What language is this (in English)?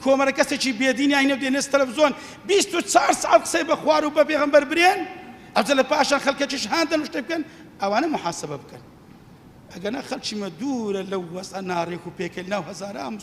Central Kurdish